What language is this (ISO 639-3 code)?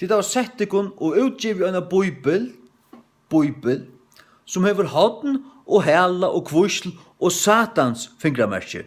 fao